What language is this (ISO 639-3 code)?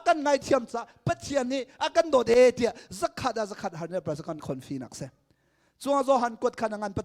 cnh